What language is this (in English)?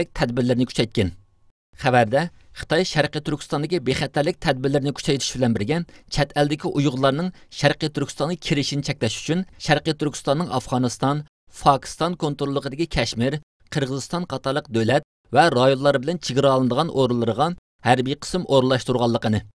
Uyghur